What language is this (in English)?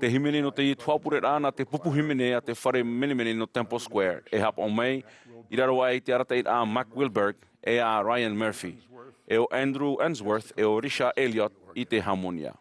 Tahitian